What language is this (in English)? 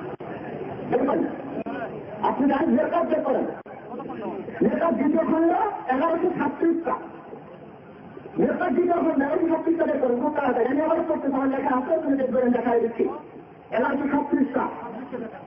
Bangla